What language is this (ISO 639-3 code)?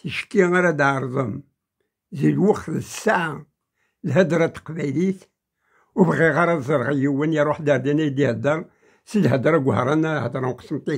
kab